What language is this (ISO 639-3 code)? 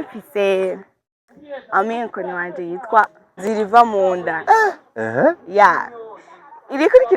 run